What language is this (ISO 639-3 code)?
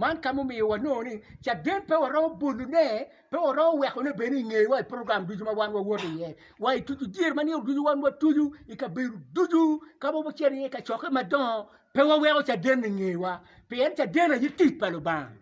ach